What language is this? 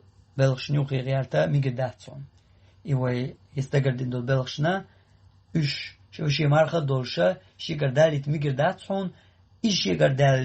Chechen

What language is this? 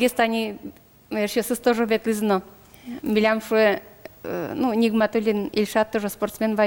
Udmurt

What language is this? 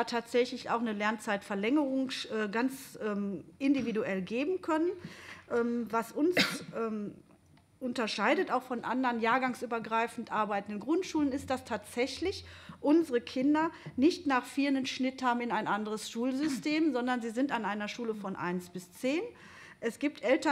German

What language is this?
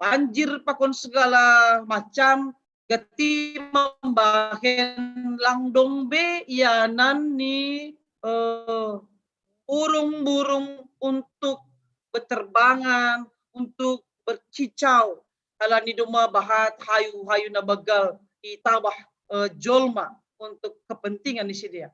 Batak Simalungun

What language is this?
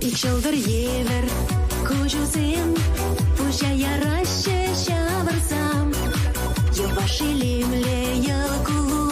Chuvash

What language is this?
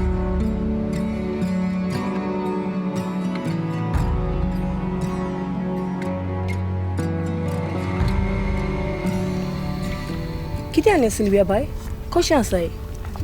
Konkani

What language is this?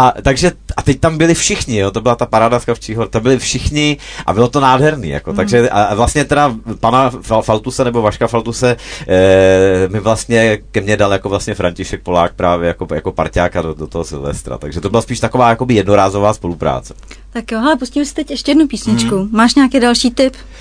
Czech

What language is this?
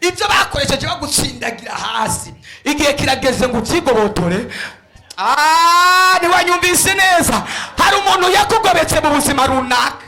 Rundi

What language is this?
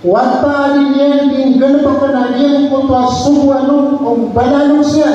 Maranao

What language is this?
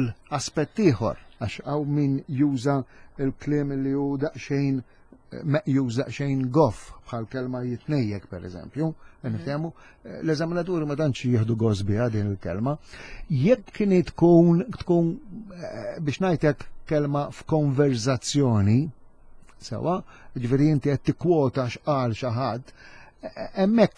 Maltese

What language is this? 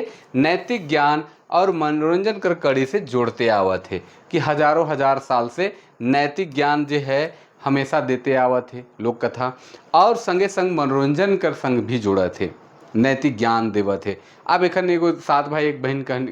Sadri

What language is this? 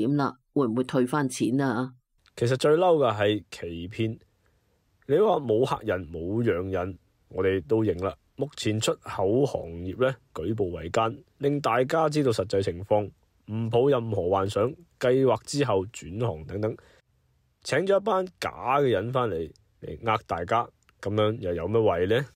Cantonese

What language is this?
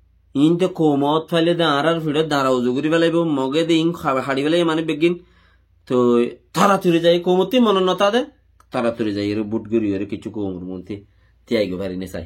Rohingya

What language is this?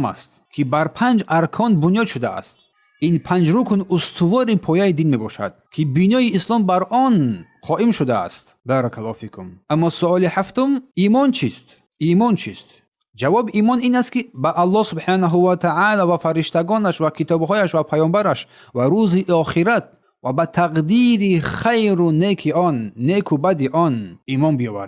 Tajik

